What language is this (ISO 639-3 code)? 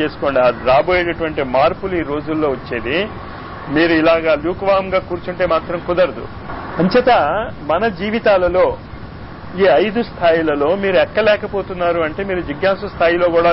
tel